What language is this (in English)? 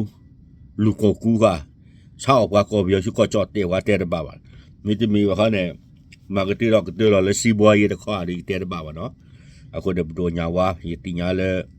S'gaw Karen